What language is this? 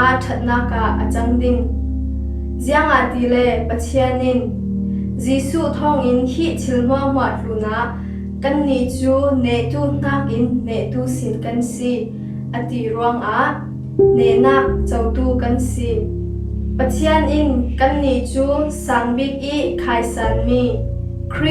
Falam Chin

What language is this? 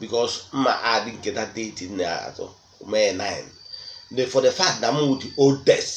Igbo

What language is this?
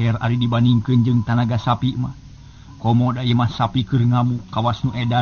Sundanese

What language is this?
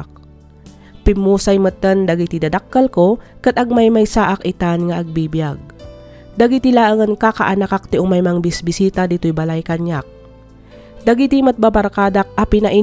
Iloko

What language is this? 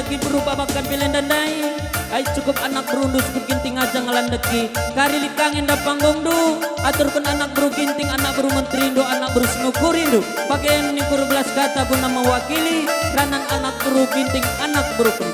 Batak Karo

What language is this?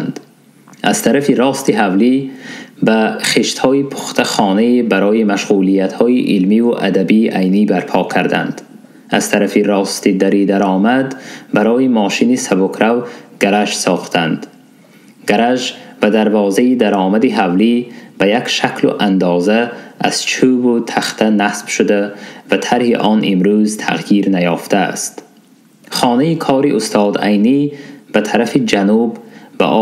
Tajik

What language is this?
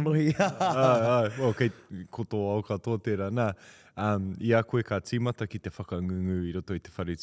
Māori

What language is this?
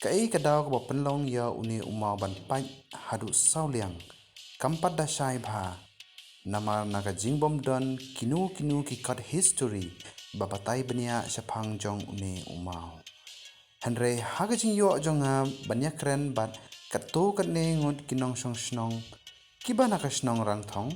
Khasi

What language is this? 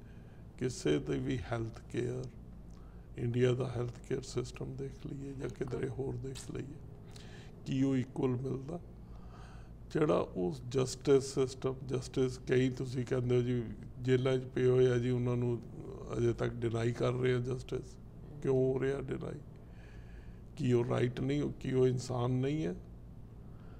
Punjabi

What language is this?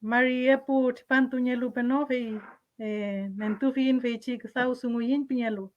Mapuche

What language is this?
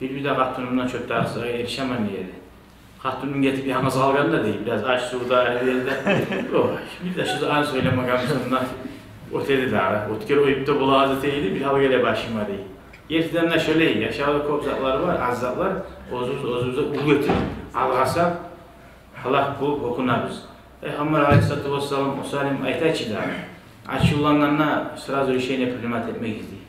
Kumyk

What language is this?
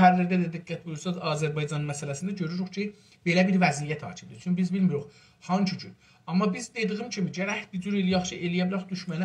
South Azerbaijani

